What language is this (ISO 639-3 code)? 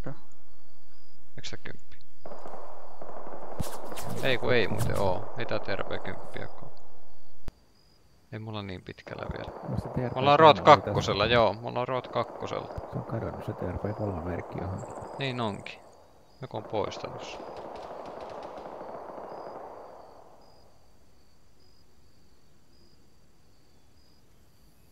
fin